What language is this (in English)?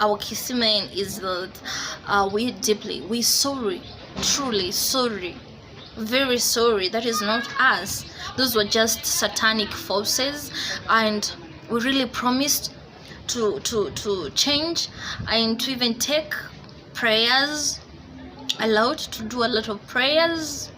Gusii